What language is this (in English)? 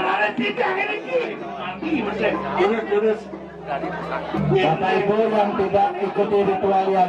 Balinese